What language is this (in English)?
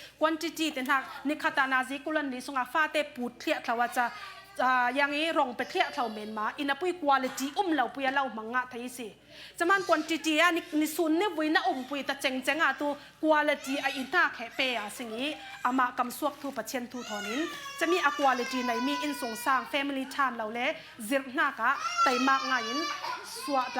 Falam Chin